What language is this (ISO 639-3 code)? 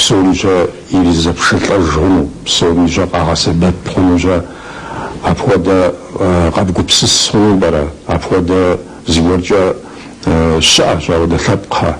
kbd